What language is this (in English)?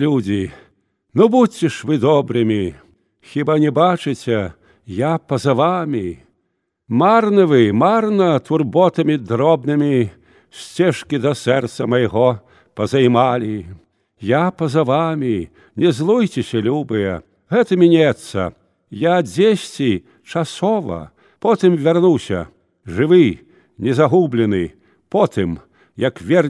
Belarusian